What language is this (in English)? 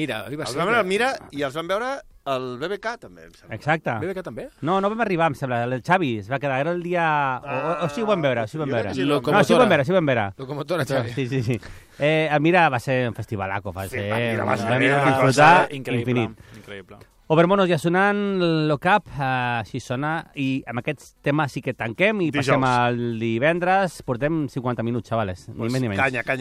Catalan